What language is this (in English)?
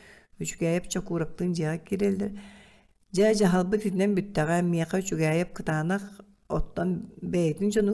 Yakut